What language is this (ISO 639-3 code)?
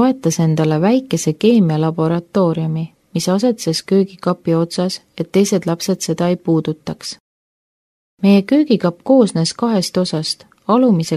est